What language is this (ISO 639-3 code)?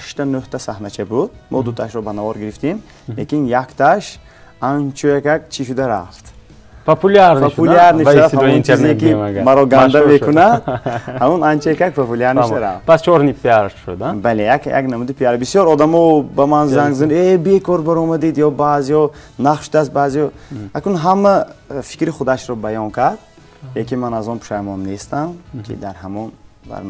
tgk